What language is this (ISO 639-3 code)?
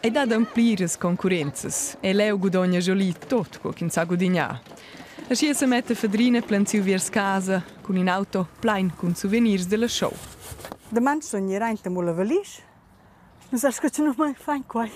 roh